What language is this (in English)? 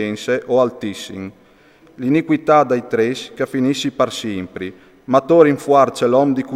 Friulian